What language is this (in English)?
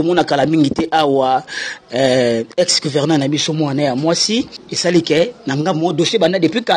Lingala